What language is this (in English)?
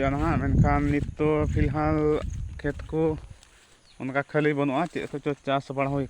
Santali